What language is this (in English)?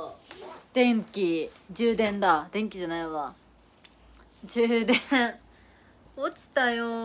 Japanese